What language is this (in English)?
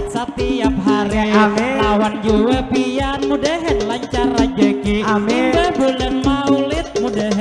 Banjar